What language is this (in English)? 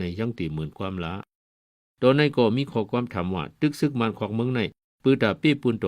Shan